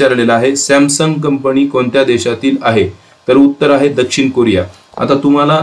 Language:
Marathi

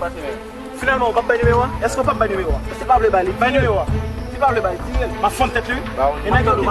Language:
Haitian Creole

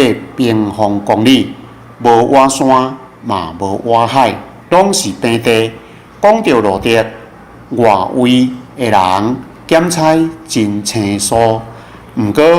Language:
Min Nan Chinese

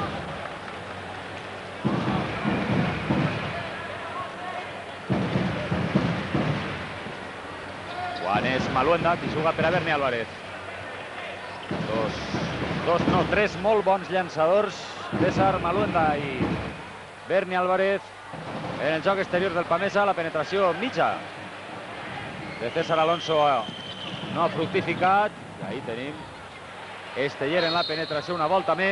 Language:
Catalan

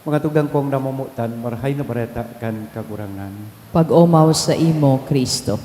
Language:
Bikol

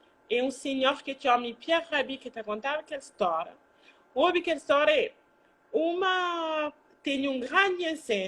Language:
Kabuverdianu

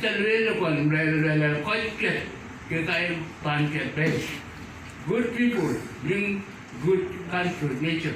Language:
Dinka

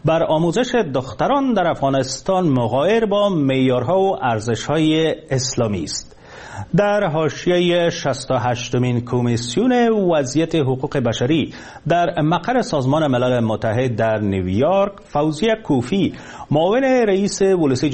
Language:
Persian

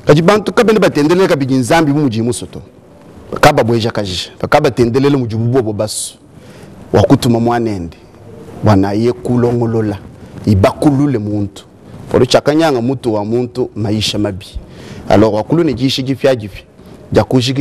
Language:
Luba-Lulua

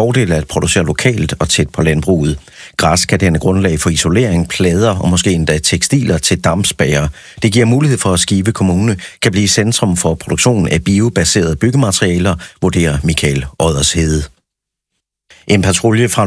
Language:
Danish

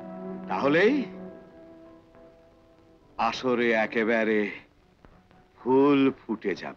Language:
Bangla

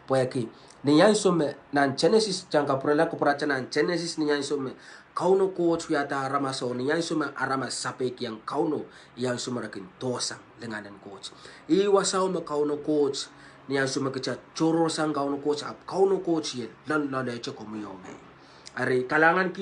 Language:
Pohnpeian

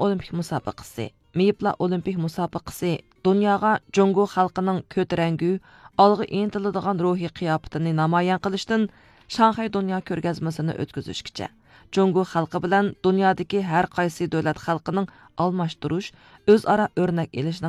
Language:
Uyghur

